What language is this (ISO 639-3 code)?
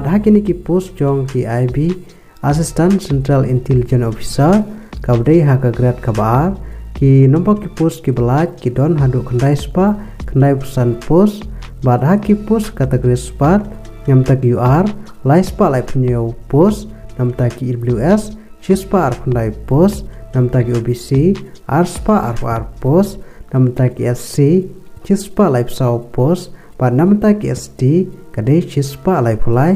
kha